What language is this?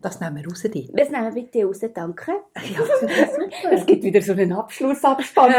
Swiss German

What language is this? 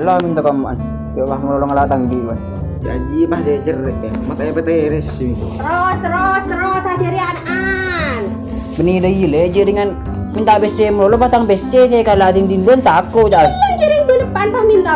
Madurese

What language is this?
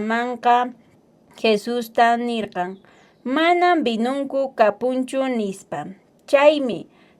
Quechua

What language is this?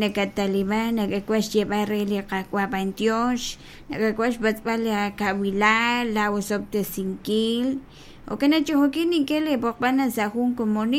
Kekchí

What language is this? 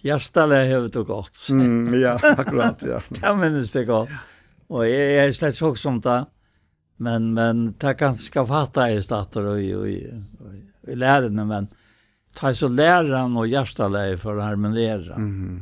Faroese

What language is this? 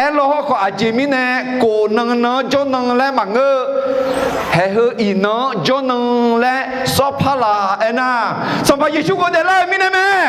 Akha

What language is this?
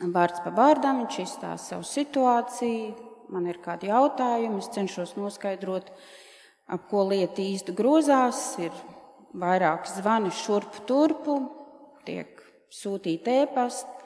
Latvian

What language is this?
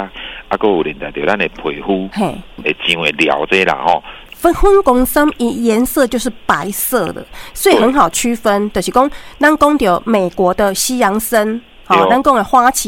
Min Nan Chinese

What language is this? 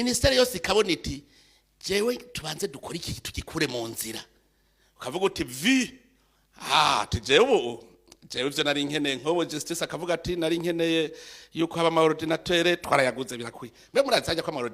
Rundi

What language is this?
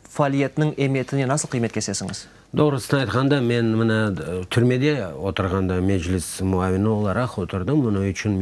Crimean Tatar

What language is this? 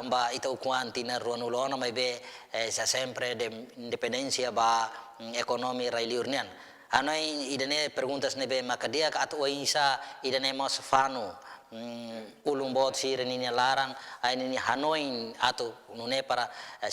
Tetum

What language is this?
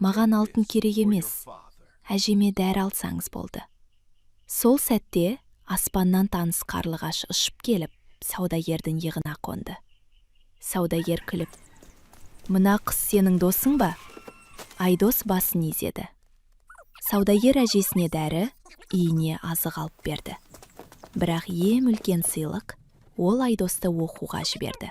Kazakh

